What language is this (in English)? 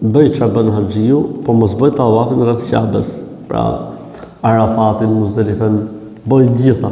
Albanian